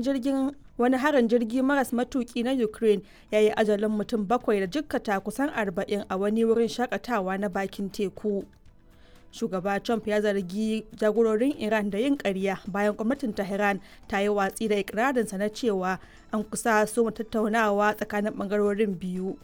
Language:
Hausa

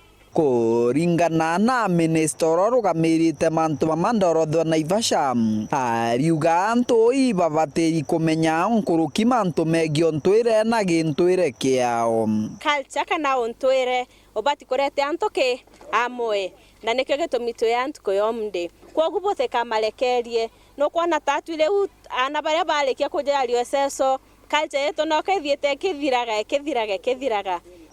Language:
Meru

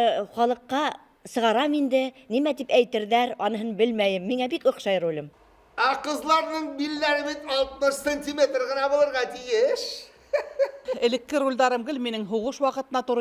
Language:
Bashkir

